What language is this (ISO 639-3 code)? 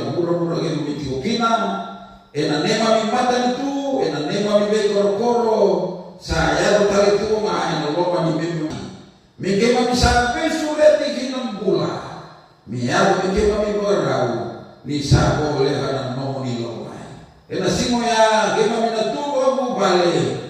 fij